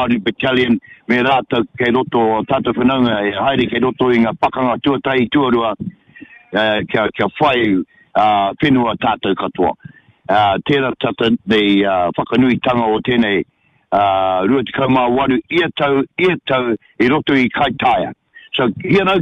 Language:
Māori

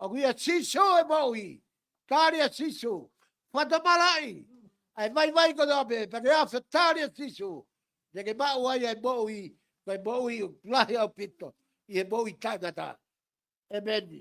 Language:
Tongan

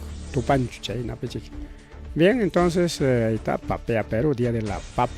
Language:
Ayacucho Quechua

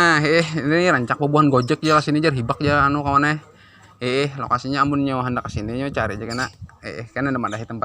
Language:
Banjar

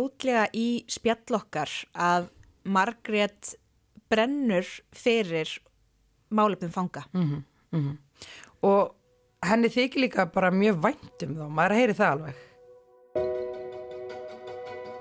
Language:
Icelandic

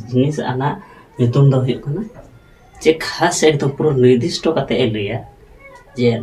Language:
Santali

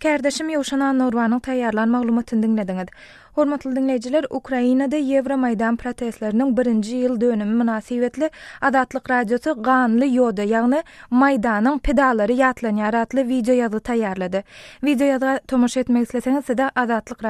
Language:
Turkmen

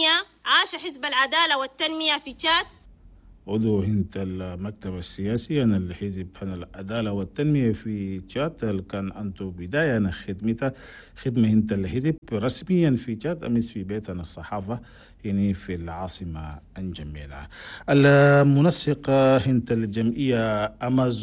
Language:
Chadian Arabic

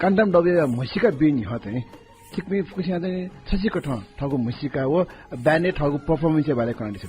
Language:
Newari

